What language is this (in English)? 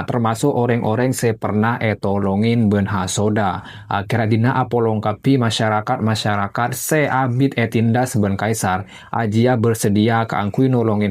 Madurese